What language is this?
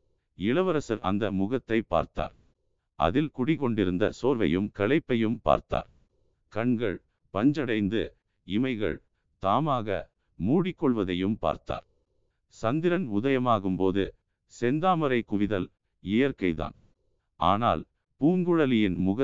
Tamil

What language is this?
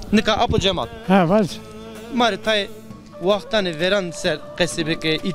Zaza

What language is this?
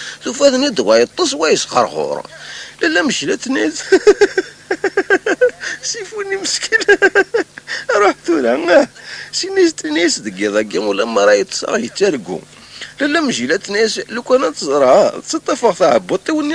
Kabyle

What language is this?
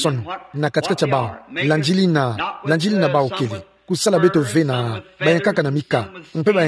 Kituba (Democratic Republic of Congo)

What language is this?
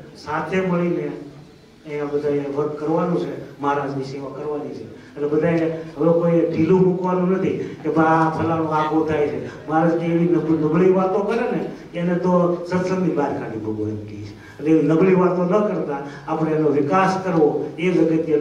Gujarati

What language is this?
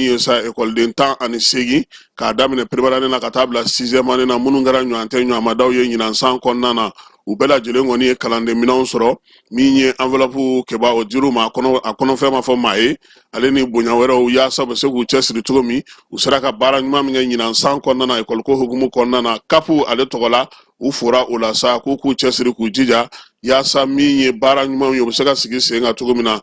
Bambara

